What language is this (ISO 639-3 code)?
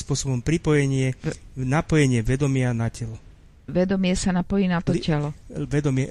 slk